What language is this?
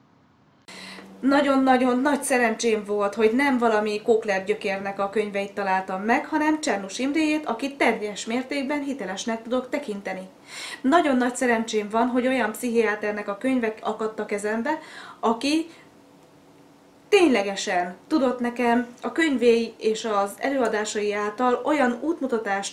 Hungarian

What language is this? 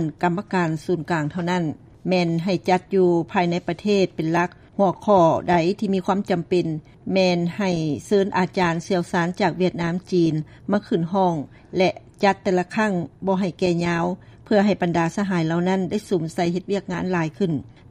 Lao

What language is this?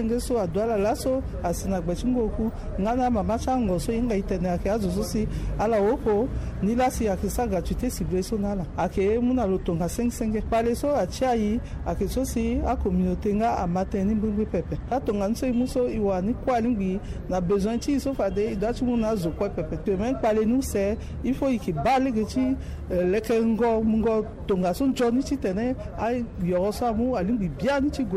Sango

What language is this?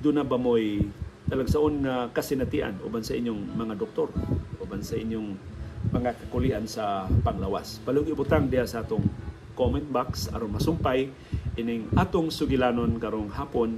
Cebuano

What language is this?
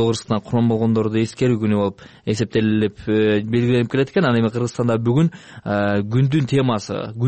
Kyrgyz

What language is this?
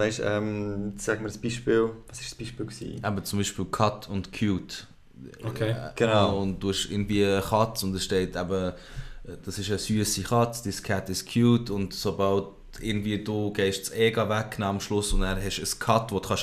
Swiss German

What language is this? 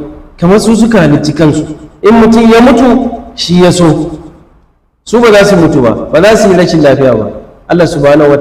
Hausa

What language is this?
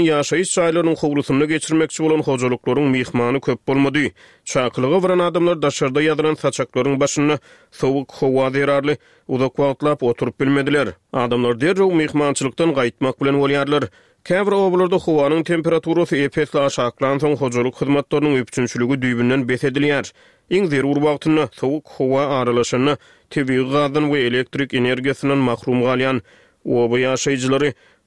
Turkmen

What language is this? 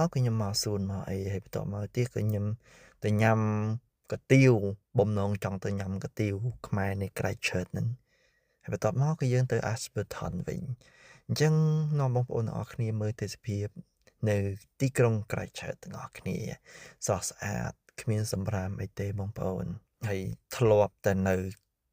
Khmer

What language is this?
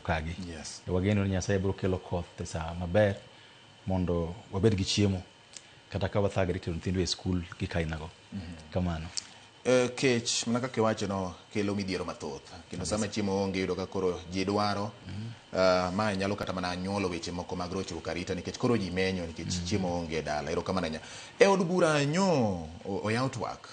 Luo (Kenya and Tanzania)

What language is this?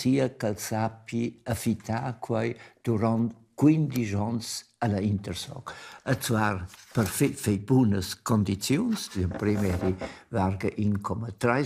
Romansh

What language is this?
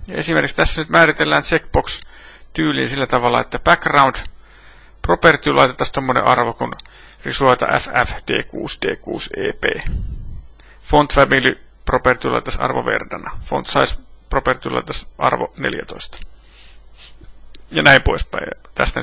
Finnish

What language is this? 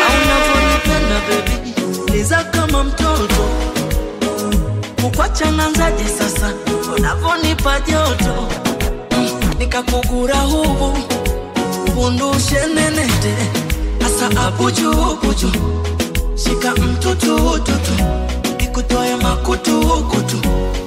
Swahili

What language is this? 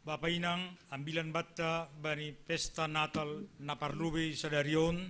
Batak Simalungun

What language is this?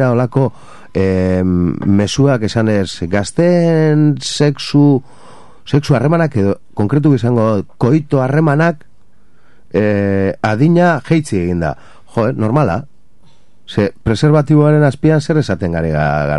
Basque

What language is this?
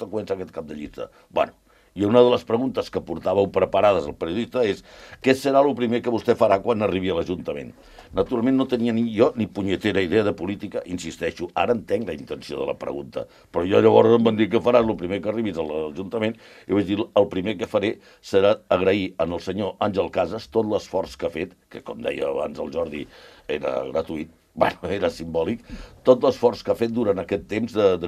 Catalan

